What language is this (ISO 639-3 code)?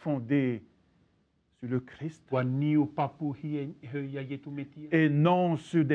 tah